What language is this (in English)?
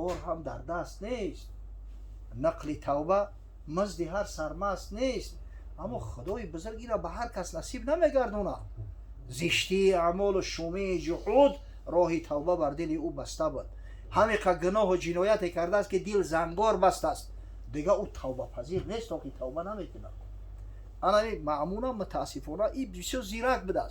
Tajik